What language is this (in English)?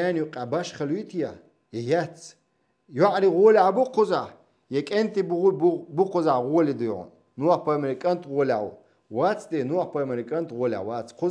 Chechen